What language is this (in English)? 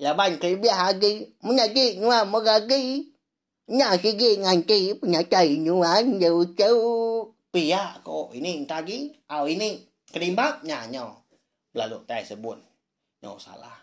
Iban